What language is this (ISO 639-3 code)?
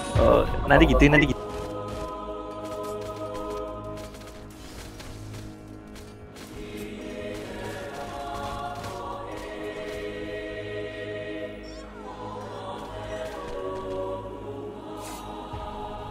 ind